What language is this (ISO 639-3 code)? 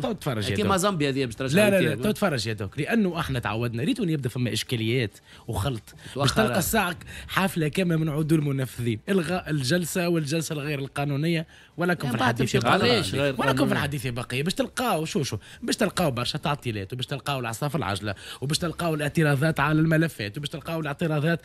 aeb